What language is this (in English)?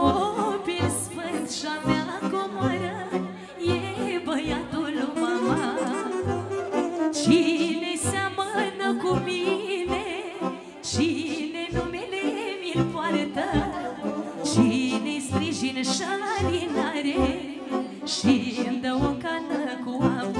Romanian